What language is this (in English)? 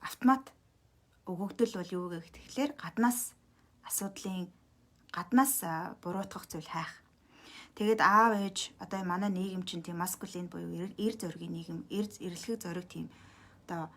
Mongolian